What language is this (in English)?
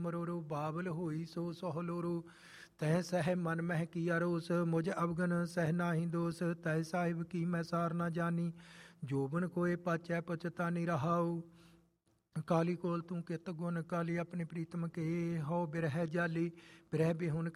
Punjabi